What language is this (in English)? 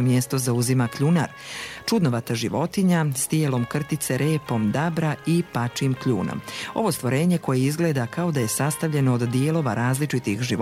Croatian